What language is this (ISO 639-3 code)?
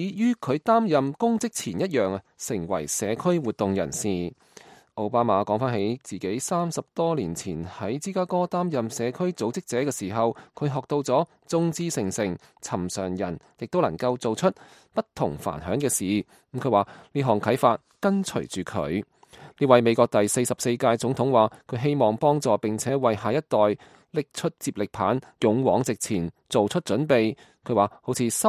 yue